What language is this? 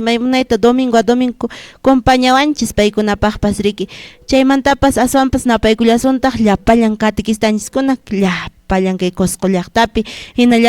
Quechua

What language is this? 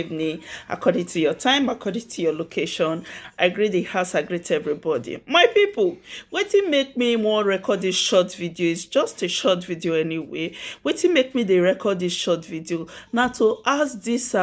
Nigerian Pidgin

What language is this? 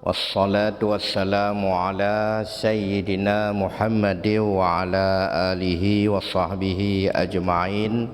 Achinese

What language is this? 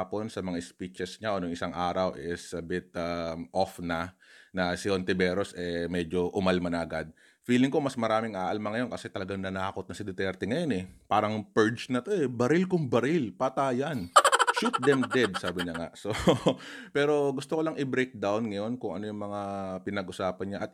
Filipino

